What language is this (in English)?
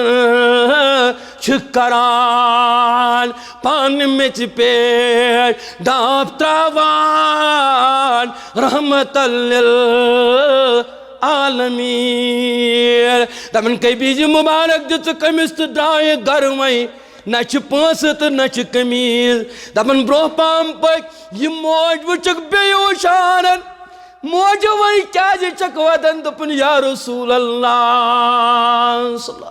Kashmiri